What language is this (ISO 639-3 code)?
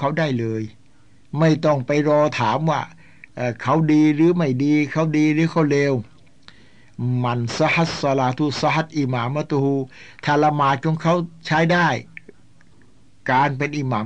tha